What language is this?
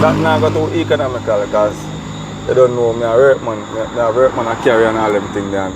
Jamaican Creole English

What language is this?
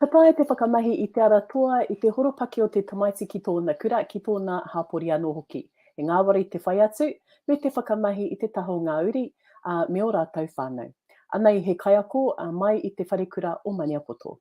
Māori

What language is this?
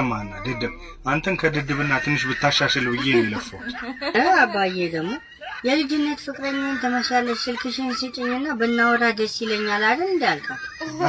Amharic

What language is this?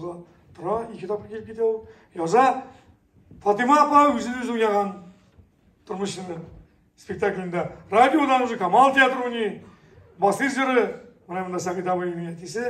Tatar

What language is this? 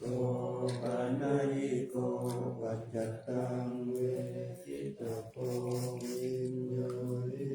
Pali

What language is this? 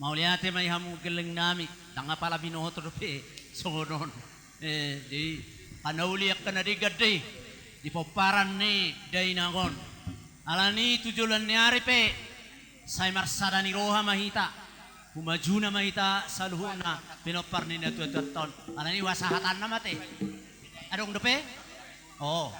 Batak Toba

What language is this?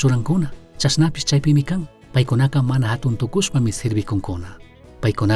Chimborazo Highland Quichua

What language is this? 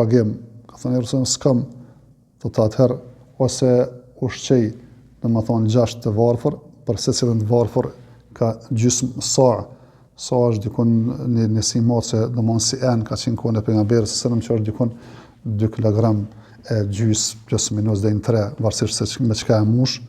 Albanian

